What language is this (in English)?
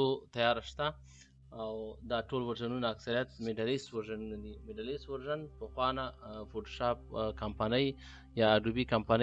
Pashto